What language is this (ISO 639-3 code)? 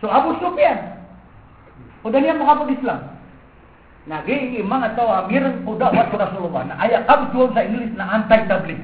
mrw